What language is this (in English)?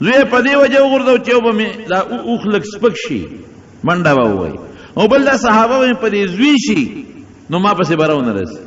Pashto